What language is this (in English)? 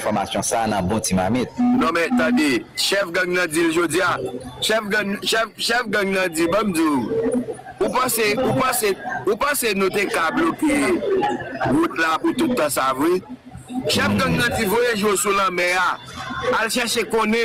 Haitian Creole